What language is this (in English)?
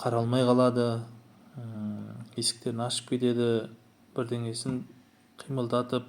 Kazakh